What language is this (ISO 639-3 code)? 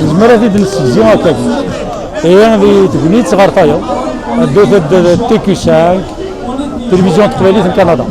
kab